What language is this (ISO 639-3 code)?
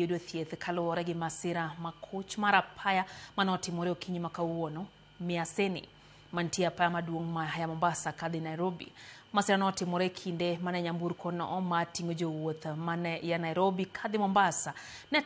luo